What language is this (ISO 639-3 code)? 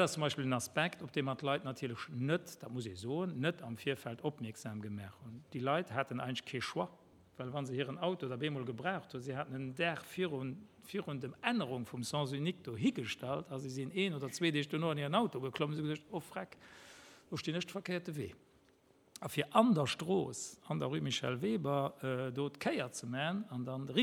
ltz